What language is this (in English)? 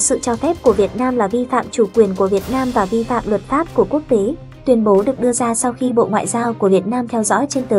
Vietnamese